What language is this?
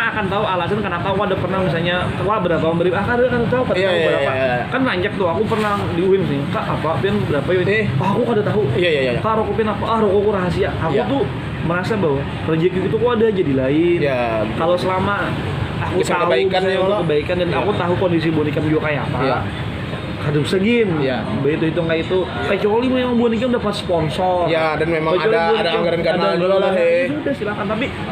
Banjar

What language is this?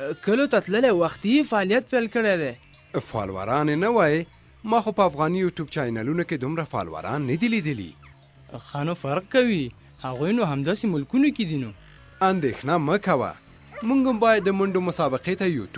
Pashto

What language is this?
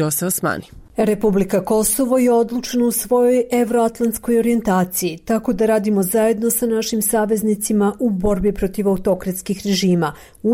Serbian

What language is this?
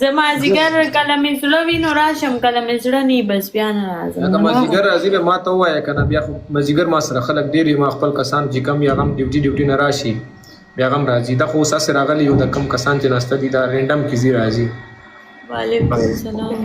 Pashto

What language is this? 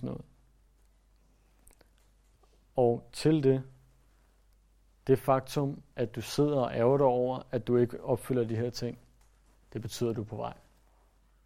Danish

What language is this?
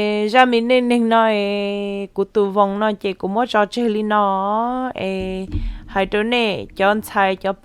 Hmong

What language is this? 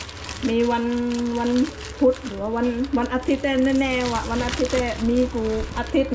Shan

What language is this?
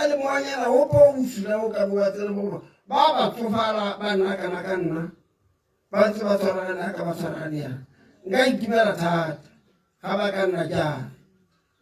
Tswana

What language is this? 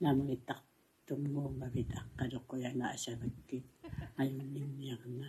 Kalaallisut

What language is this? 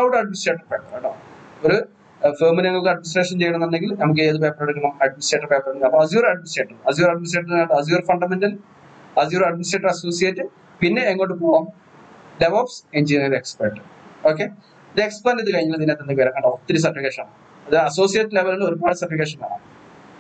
Malayalam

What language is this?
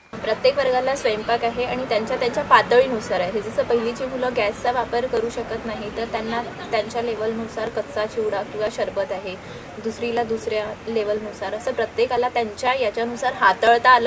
Marathi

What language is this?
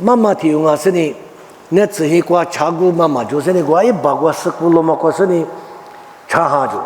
Lisu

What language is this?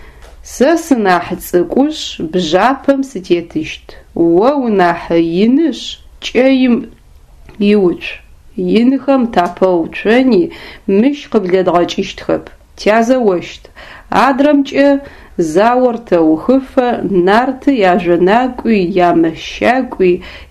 Adyghe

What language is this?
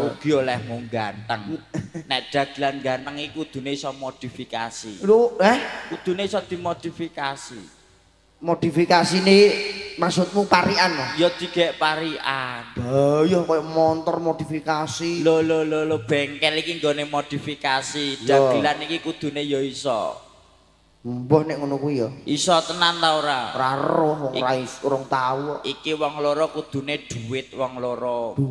Javanese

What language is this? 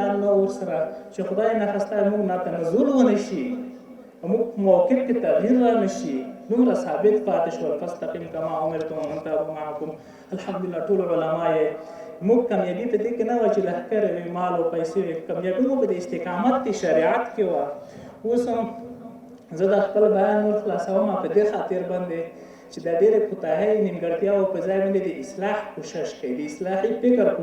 Pashto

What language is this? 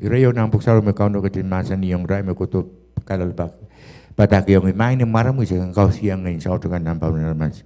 Pohnpeian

